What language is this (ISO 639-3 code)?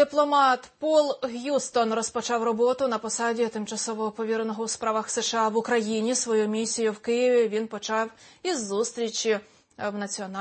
ukr